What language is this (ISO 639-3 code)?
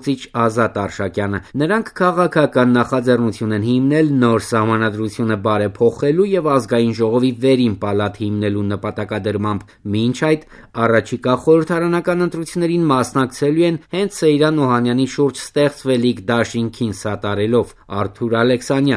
hye